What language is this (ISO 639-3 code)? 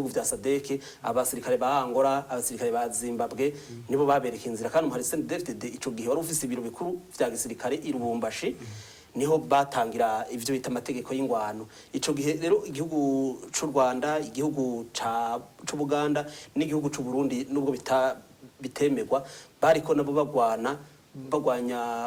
run